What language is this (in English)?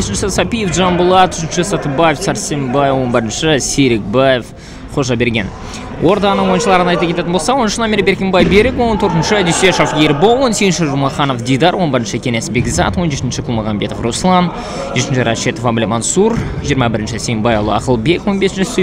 Kazakh